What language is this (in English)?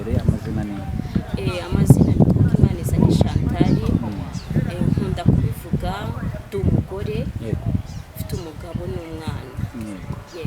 Kinyarwanda